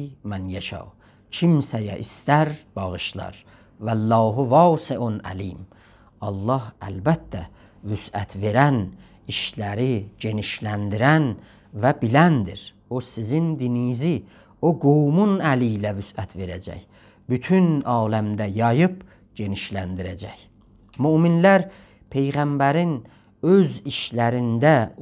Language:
South Azerbaijani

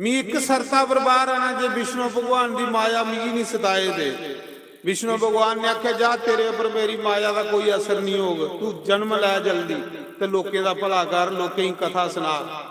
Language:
Dogri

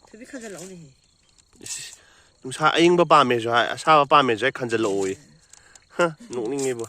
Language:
Manipuri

